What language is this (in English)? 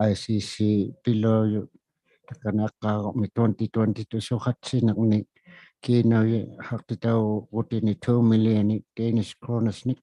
Inuktitut